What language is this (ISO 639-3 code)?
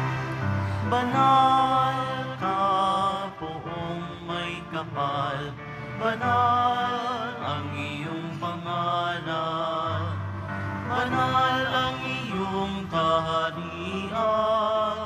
fil